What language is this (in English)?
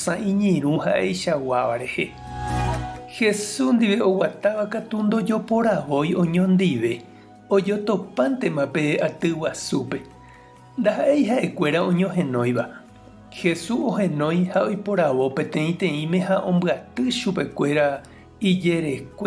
Guarani